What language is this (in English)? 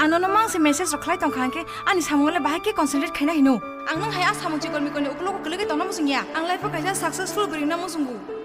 Kok Borok